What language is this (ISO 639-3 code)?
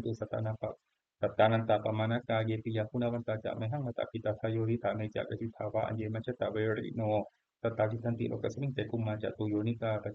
pli